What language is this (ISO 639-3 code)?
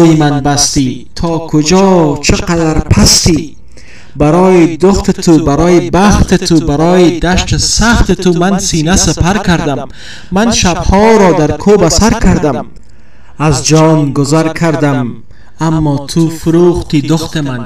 tgk